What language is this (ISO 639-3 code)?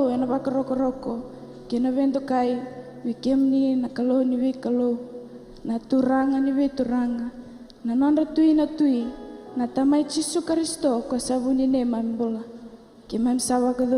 fij